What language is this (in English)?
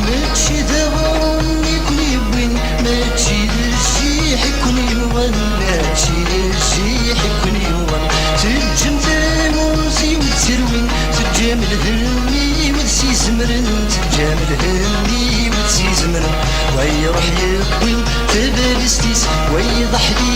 Kabyle